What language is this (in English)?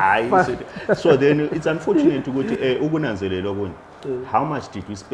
Zulu